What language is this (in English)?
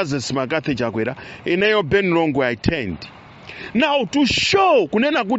Nyanja